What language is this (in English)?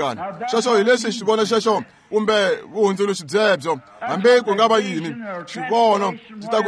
Tsonga